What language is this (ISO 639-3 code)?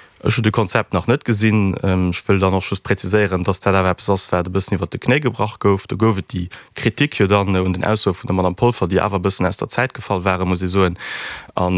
ltz